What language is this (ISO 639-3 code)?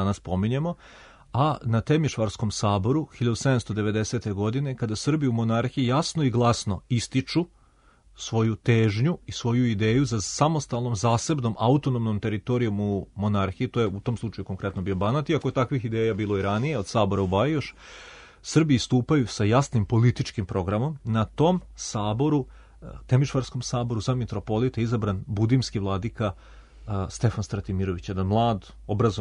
srp